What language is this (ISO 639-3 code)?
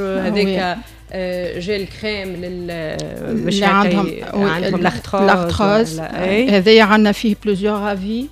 aeb